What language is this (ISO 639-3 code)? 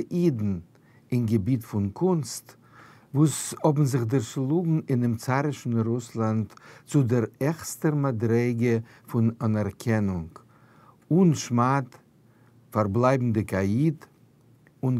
yid